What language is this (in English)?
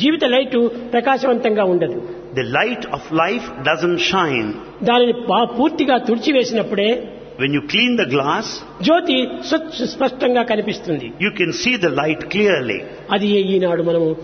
Telugu